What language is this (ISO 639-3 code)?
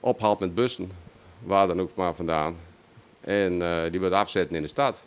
fry